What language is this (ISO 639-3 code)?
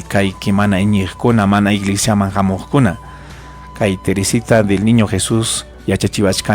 quy